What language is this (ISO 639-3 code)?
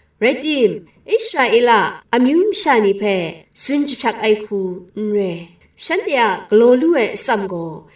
kac